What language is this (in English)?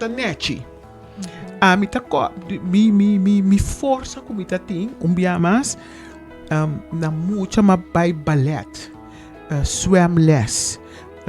Papiamento